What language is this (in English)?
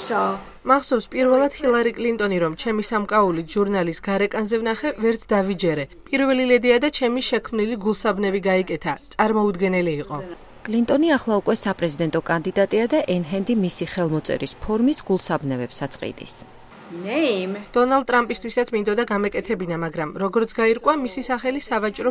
Georgian